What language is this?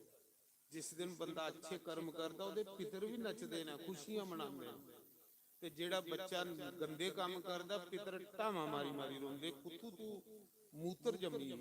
Dogri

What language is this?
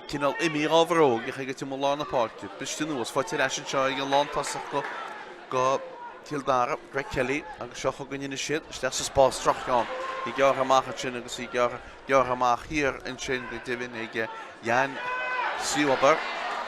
Irish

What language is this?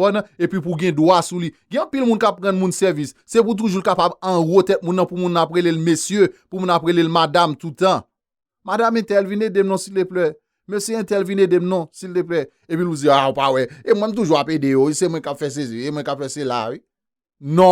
Haitian Creole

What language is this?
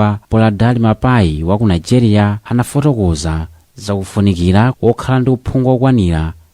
Nyanja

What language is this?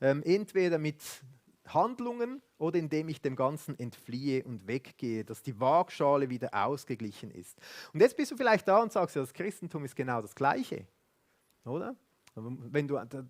Swiss German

